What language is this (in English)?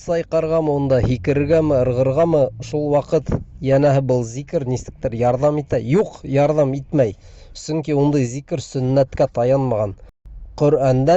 Bashkir